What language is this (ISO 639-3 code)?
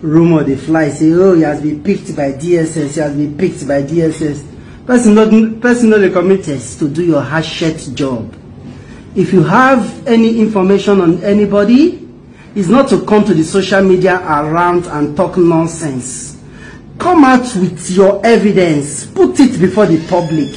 pcm